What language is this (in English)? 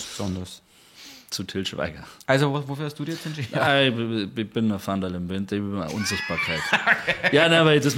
Bavarian